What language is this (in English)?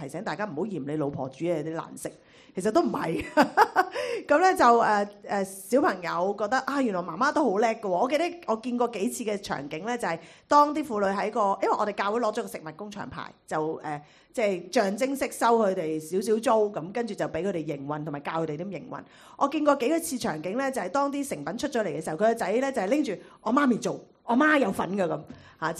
Cantonese